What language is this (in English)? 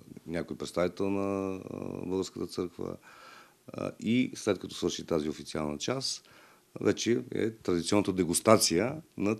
Bulgarian